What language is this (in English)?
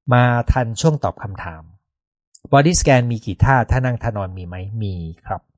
Thai